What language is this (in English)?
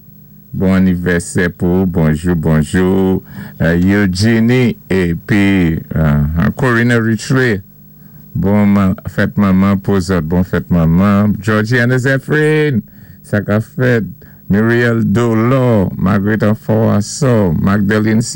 Saint Lucian Creole French